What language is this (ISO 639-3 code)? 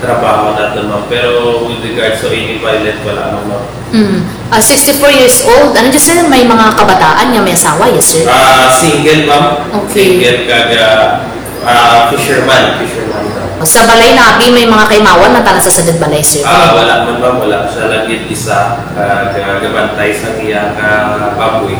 krj